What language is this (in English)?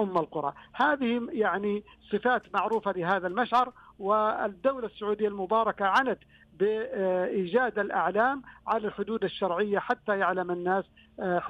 Najdi Arabic